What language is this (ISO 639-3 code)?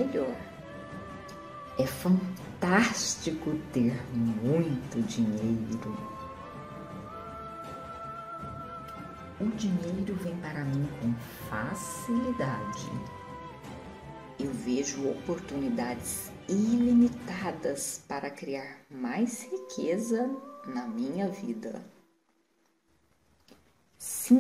por